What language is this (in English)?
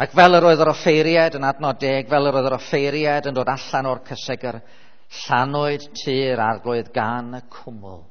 Welsh